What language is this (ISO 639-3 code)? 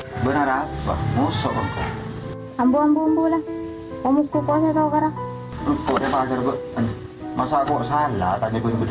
mad